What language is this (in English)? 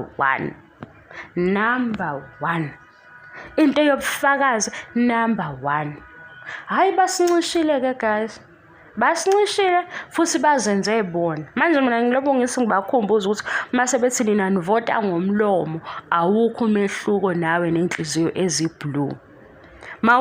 Zulu